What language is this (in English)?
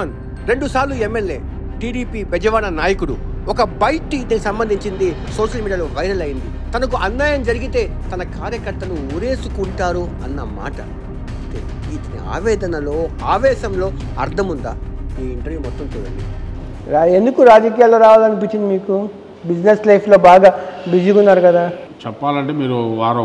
Telugu